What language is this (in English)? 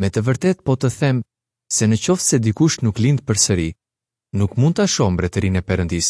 Albanian